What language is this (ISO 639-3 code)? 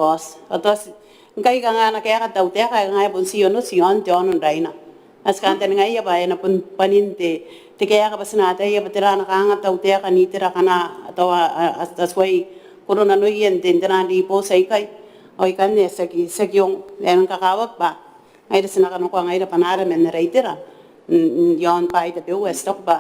gil